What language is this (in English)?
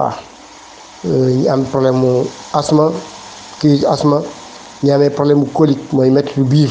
Wolof